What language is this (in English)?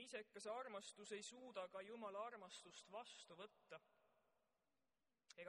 Estonian